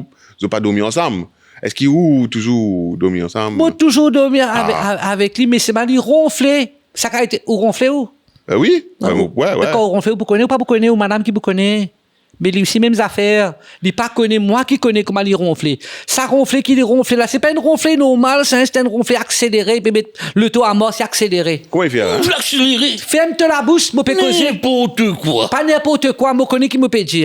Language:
Morisyen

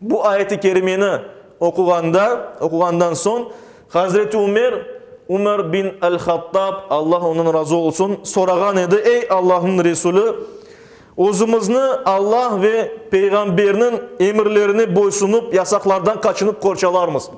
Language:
Crimean Tatar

